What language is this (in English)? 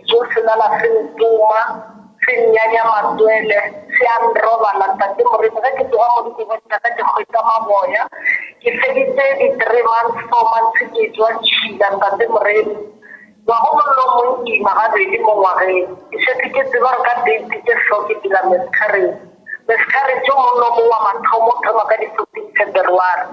Northern Sotho